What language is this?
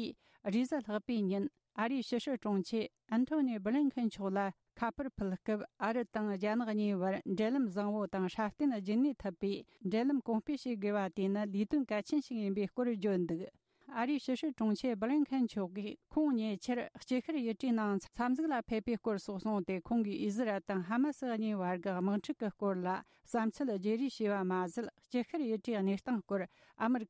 Tibetan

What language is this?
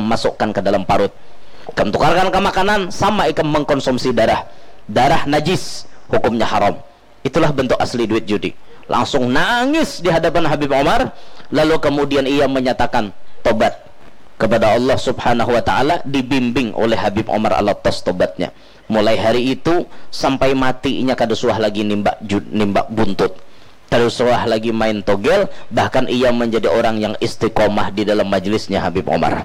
Banjar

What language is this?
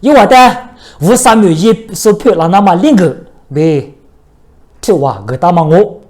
Lisu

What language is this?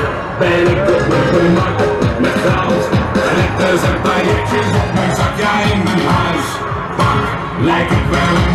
Dutch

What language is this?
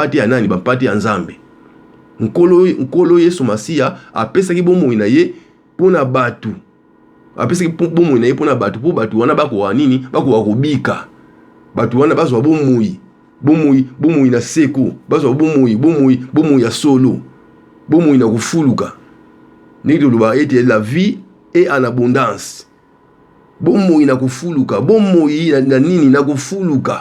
Lingala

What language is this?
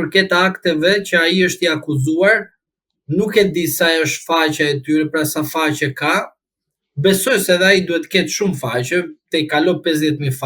Albanian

